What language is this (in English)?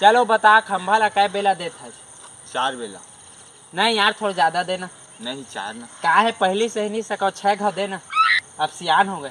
Chhattisgarhi